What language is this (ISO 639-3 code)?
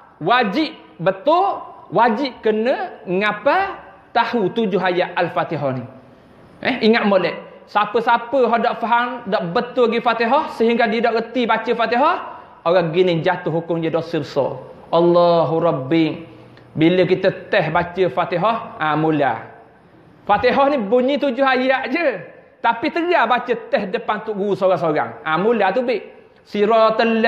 msa